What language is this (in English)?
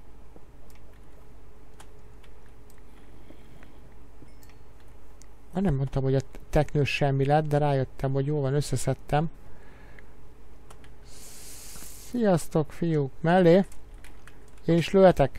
Hungarian